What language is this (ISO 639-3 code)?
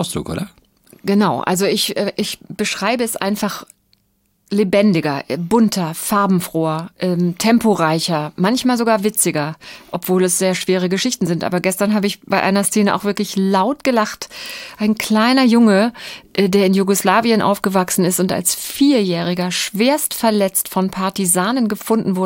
deu